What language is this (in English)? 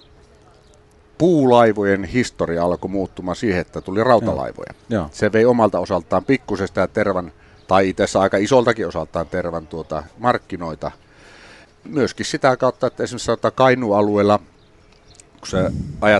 Finnish